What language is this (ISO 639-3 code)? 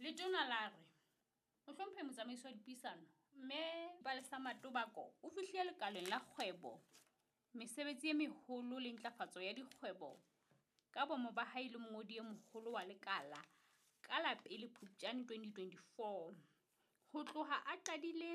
sot